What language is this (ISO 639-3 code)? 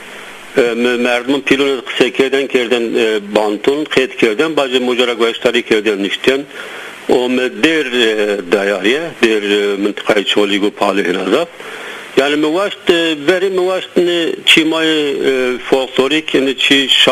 zza